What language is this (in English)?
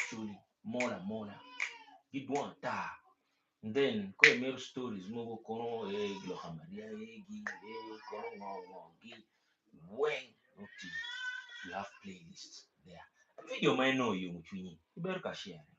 Acoli